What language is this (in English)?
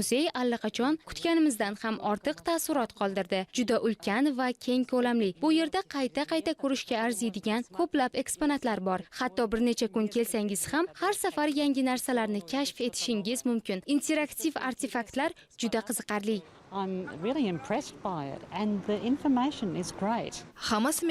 Uzbek